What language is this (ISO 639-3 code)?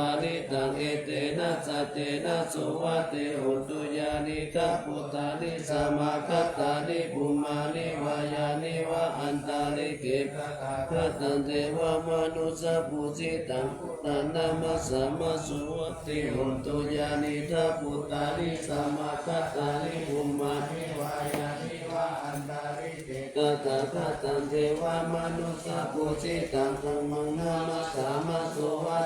pli